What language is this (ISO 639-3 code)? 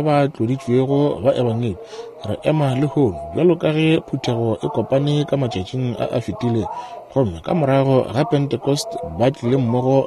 nso